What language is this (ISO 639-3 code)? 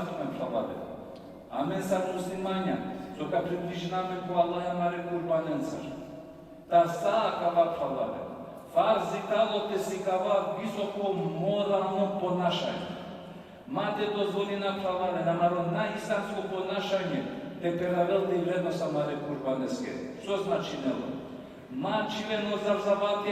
rmn